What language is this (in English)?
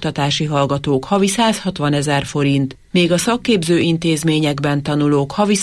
Hungarian